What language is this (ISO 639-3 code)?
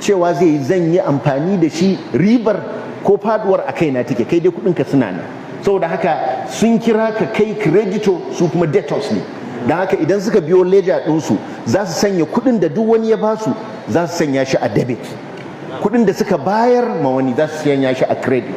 hau